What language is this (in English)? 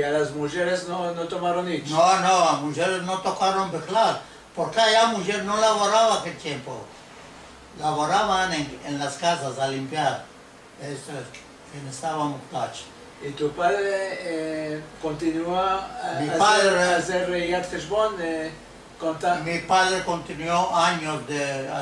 Ladino